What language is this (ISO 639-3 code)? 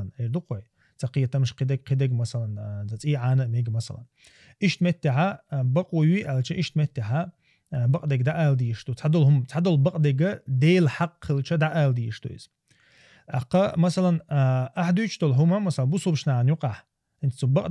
che